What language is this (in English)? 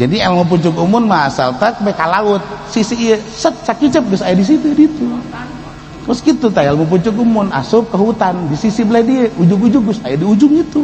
Sundanese